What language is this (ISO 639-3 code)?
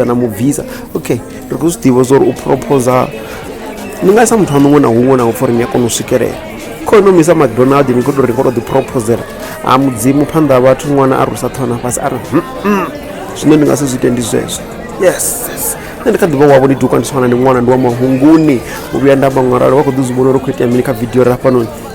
ven